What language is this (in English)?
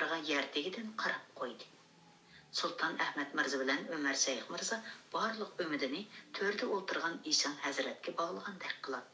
Uyghur